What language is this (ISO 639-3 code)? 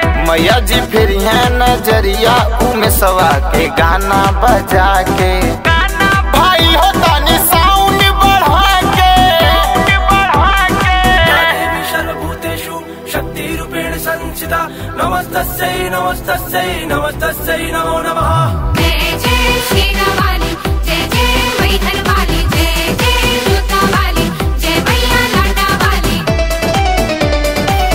bho